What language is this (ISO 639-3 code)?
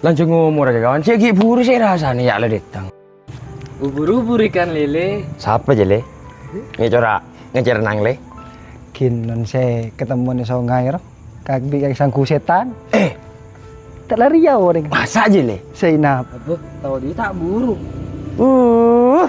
mad